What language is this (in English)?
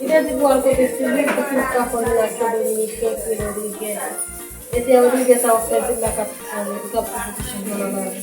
Haitian Creole